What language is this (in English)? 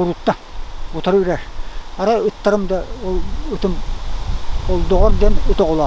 Yakut